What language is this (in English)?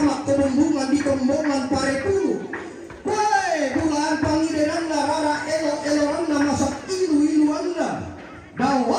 Toraja-Sa'dan